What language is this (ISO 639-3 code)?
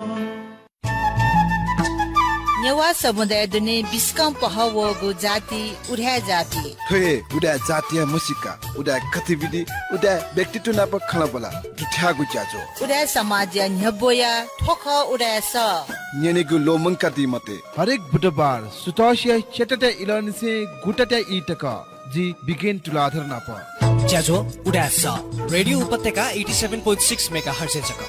new